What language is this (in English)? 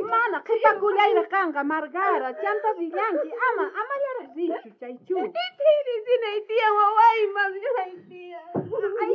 South Bolivian Quechua